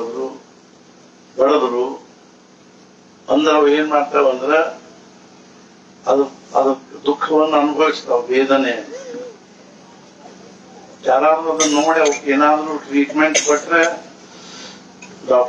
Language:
Kannada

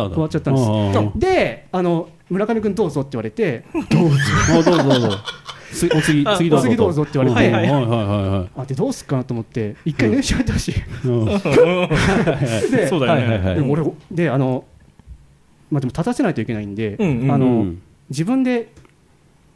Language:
Japanese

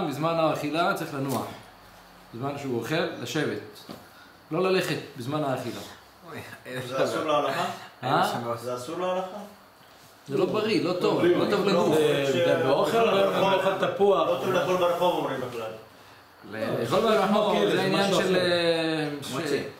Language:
Hebrew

